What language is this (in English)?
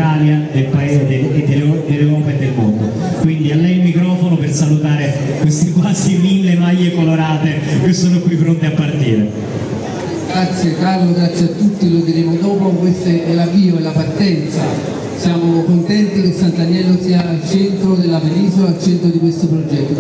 Italian